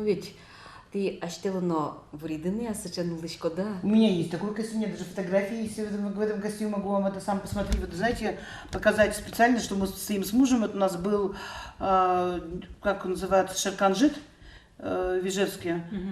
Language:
Udmurt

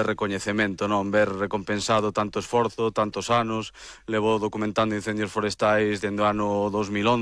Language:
Galician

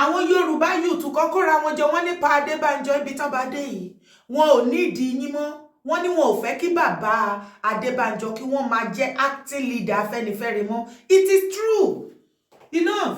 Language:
Yoruba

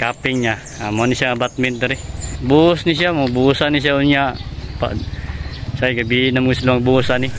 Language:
Cebuano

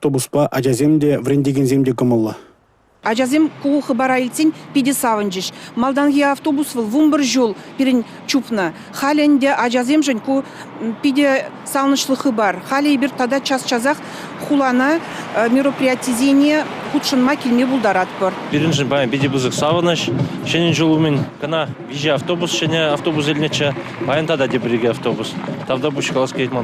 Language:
Chuvash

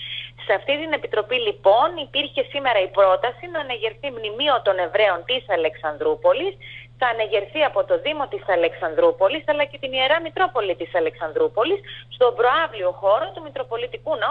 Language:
Greek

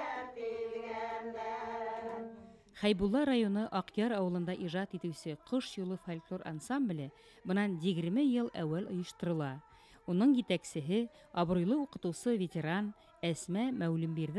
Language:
Bashkir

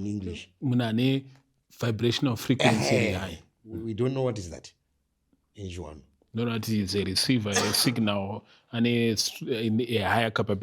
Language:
Shona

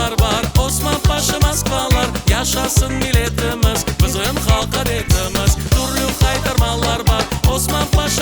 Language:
Crimean Tatar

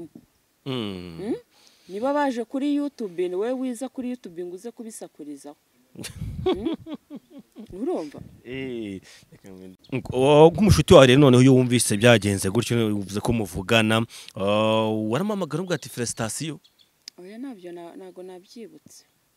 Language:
Kinyarwanda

